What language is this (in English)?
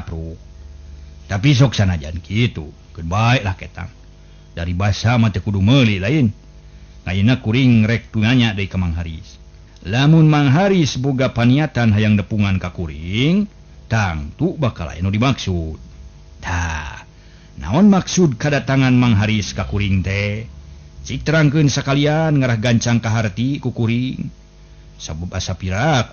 Sundanese